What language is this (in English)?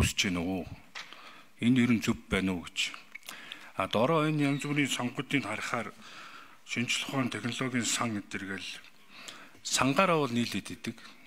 Mongolian